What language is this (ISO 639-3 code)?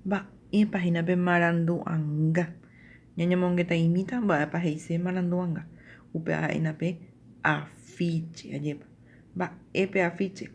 grn